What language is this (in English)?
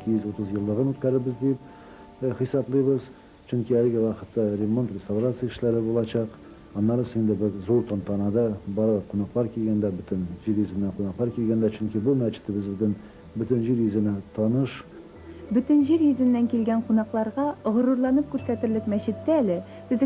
Tatar